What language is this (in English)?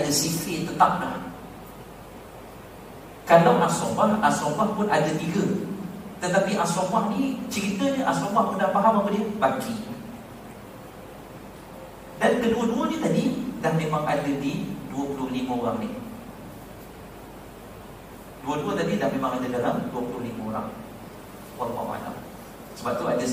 Malay